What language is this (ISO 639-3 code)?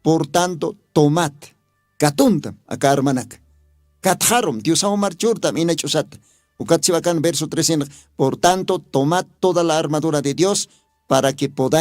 aym